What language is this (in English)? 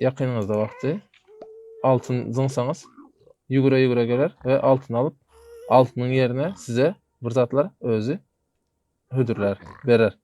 Turkmen